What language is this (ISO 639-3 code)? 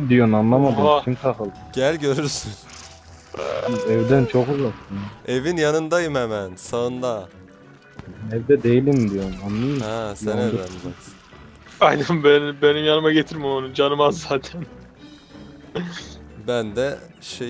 tur